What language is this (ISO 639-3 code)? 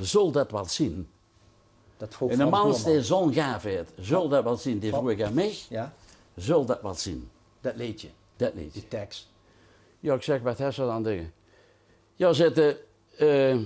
lim